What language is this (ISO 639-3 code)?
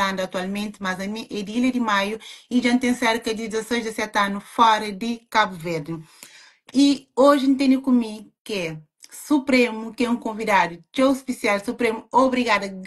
kea